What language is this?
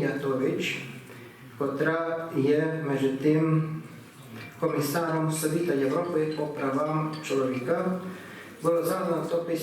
Rusyn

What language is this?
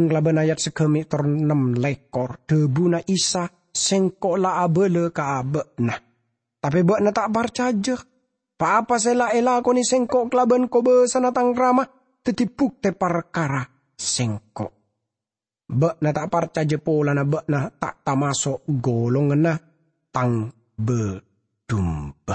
Madurese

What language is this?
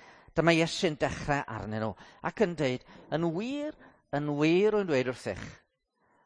Welsh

